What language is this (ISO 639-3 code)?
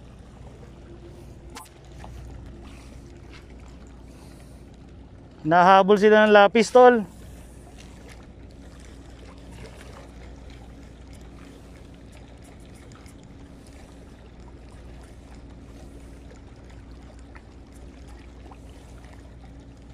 fil